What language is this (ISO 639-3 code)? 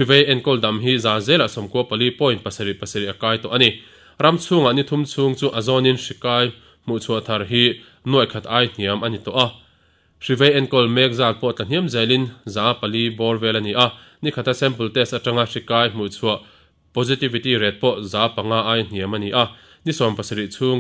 lus